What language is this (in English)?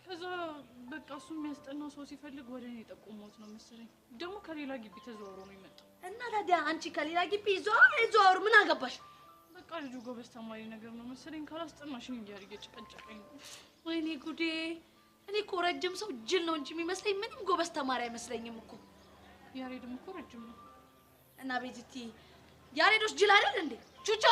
Amharic